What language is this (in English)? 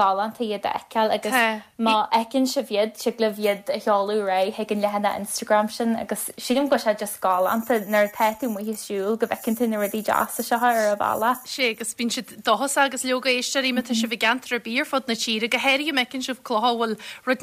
Irish